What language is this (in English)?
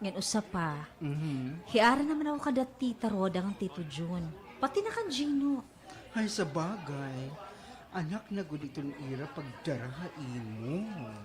Waray